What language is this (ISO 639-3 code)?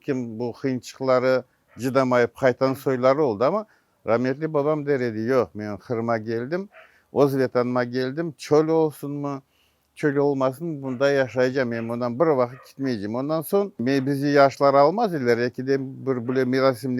crh